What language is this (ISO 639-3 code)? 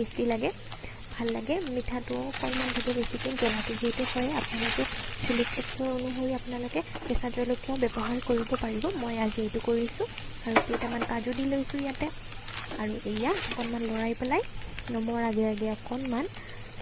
asm